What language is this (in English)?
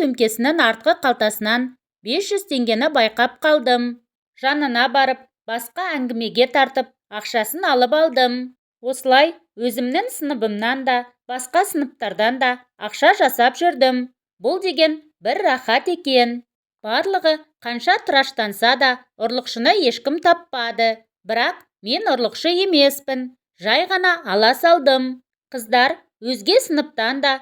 Kazakh